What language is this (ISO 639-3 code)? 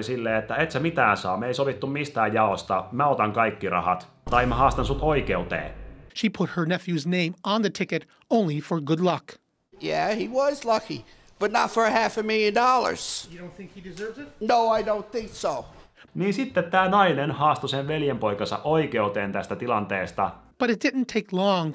fin